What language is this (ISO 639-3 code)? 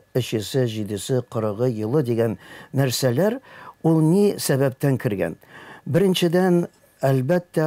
tat